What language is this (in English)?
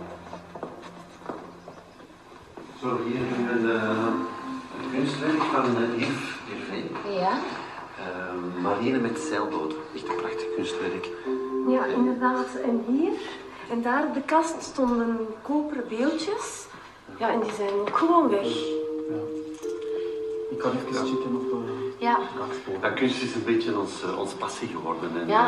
Dutch